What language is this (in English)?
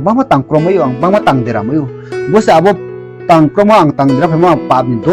Riang (India)